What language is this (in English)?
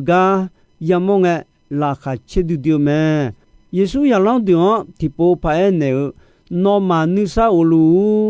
Akha